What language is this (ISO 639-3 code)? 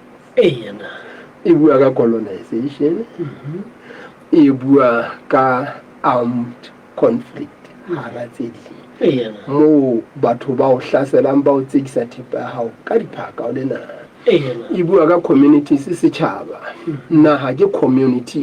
sot